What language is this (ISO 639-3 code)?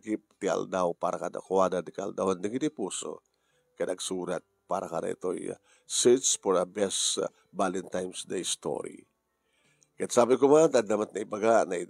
ilo